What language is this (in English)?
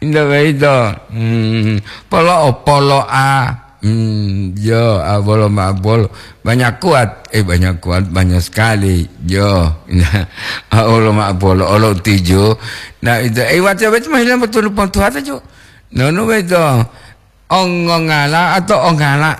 Gorontalo